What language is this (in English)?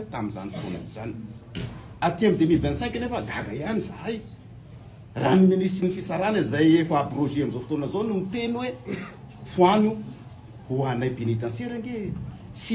Malagasy